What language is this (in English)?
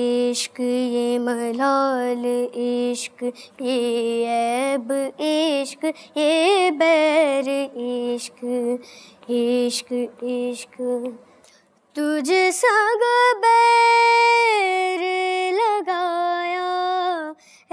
Hindi